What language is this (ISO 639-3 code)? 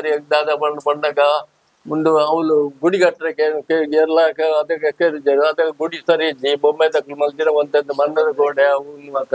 tcy